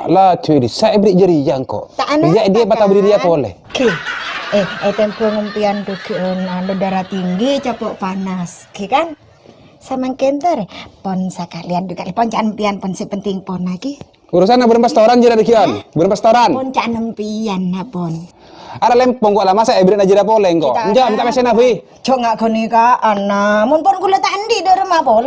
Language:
Madurese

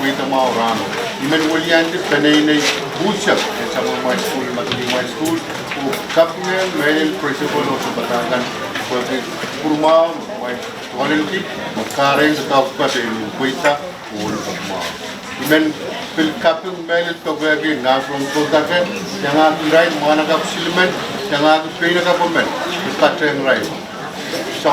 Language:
Pohnpeian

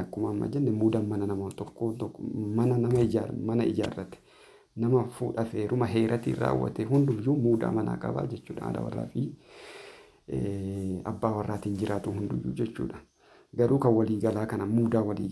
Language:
Oromo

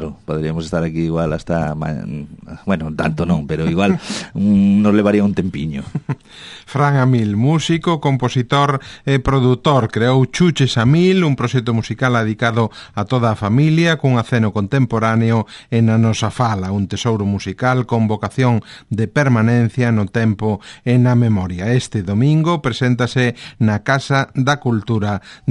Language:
Galician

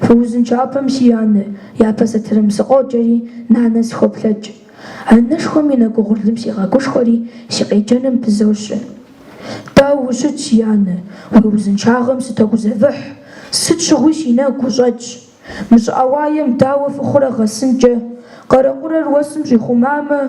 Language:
Kabardian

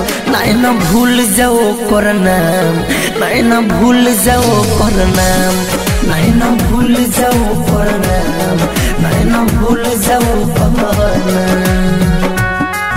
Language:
Bhojpuri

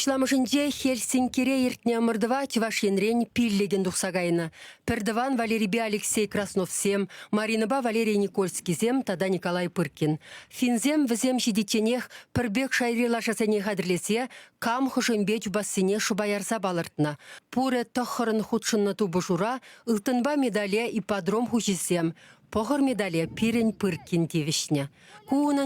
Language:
Chuvash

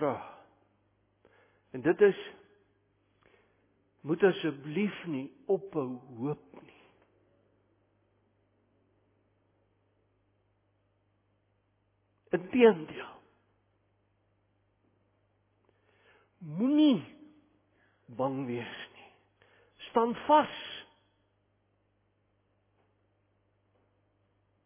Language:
Afrikaans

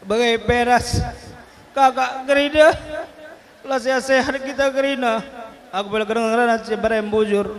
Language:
Batak Karo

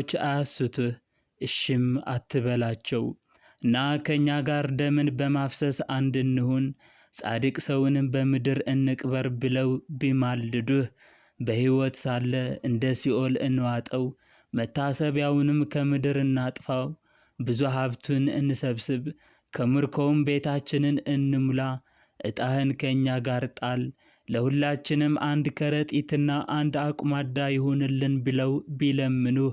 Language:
Amharic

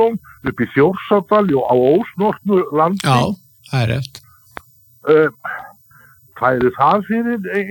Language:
Icelandic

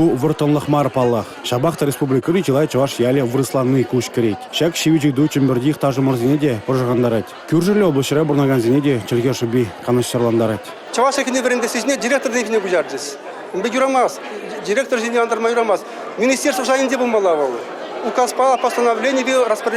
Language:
Chuvash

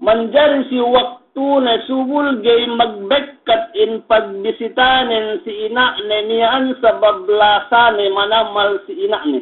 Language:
Yakan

